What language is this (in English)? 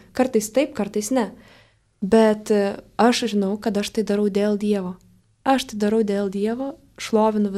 Lithuanian